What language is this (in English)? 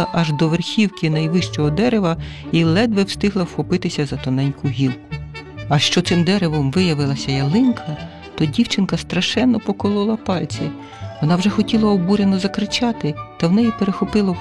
Ukrainian